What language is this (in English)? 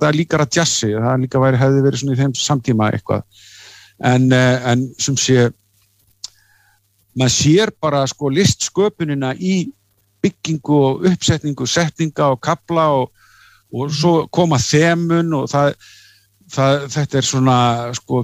Icelandic